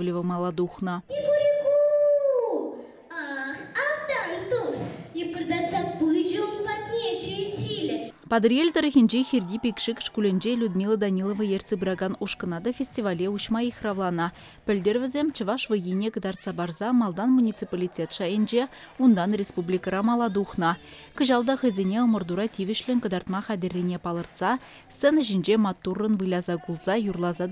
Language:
Chuvash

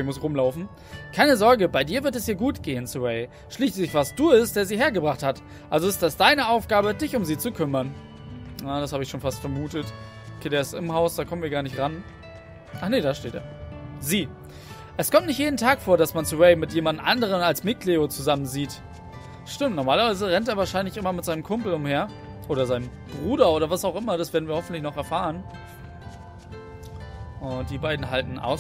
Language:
German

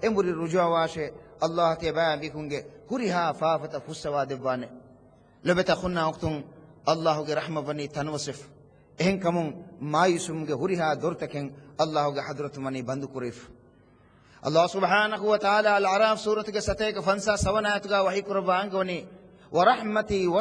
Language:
Divehi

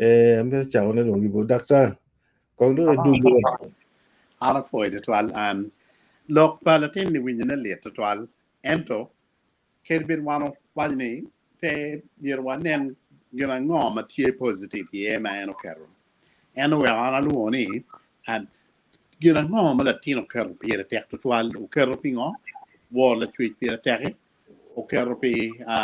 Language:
Acoli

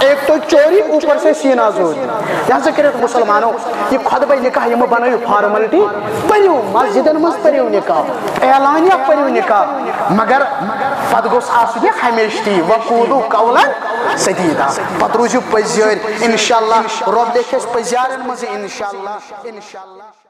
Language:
Kashmiri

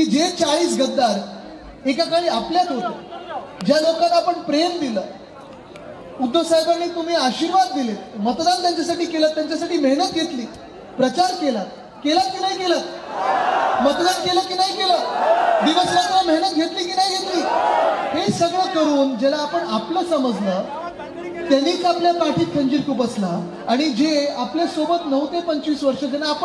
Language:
Marathi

